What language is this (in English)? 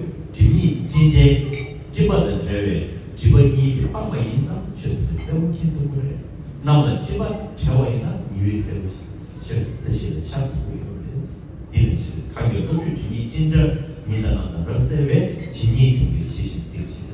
Tibetan